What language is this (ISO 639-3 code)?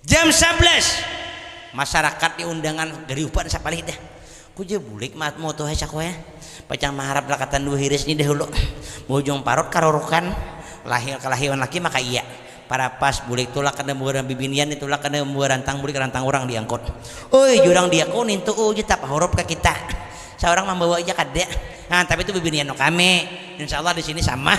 bjn